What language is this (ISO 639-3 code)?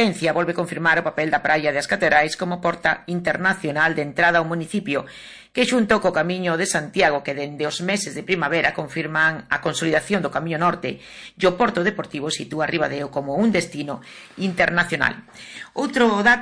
glg